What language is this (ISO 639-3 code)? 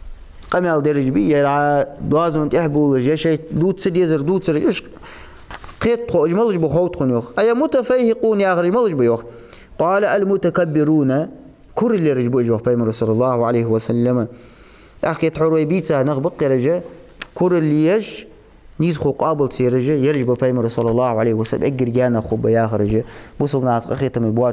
inh